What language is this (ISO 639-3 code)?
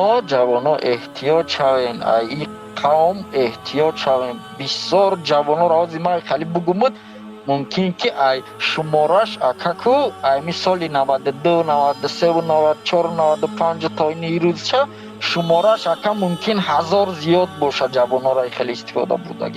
tgk